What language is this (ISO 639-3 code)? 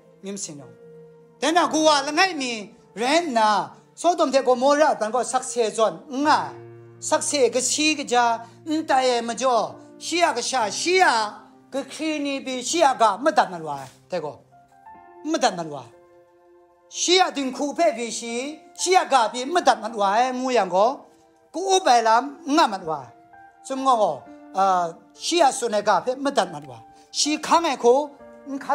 kac